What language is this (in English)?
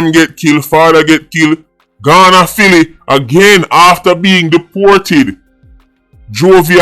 Jamaican Creole English